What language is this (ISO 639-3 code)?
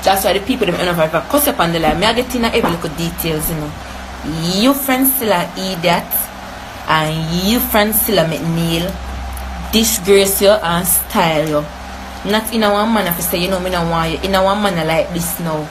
jam